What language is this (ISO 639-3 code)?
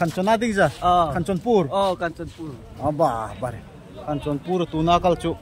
dln